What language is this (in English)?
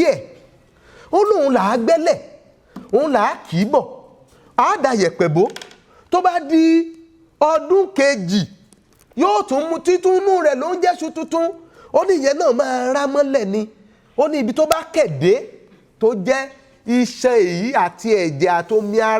Yoruba